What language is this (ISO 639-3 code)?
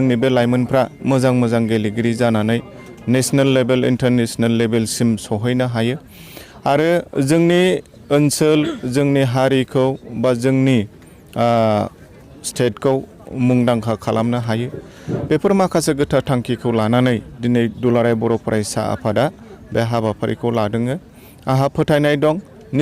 brx